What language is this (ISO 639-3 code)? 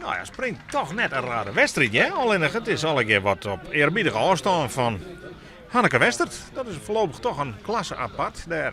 fry